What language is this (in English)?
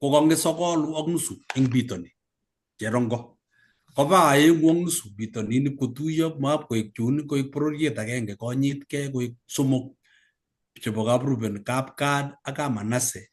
Kalenjin